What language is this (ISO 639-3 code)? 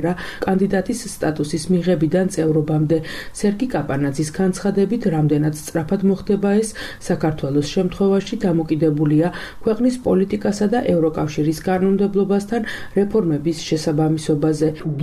kat